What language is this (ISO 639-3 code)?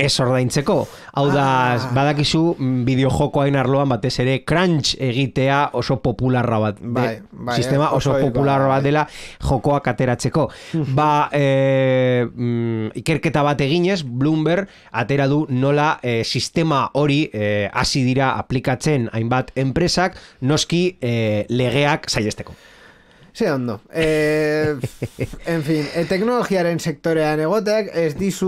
eus